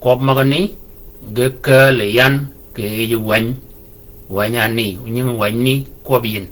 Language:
Shilluk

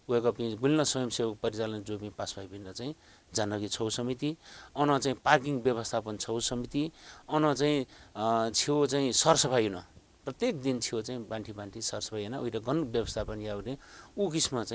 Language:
Newari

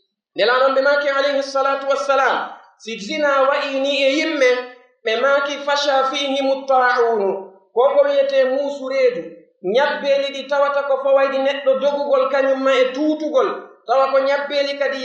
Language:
Pular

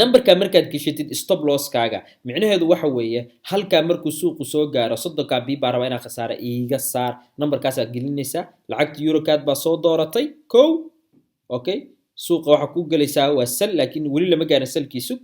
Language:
Somali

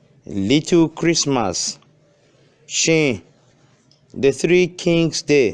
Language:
Tiv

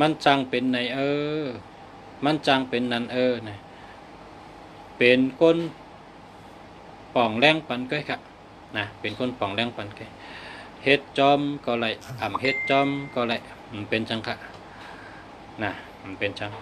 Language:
Shan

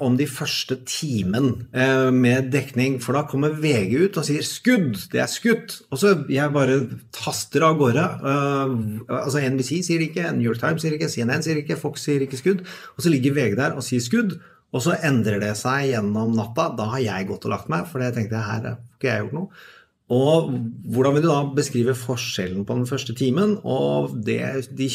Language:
Norwegian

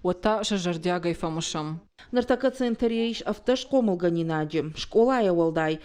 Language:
Ossetic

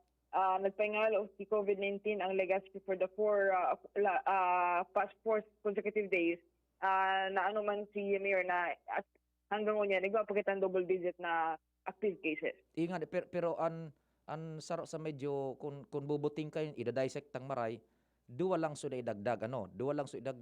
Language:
Bikol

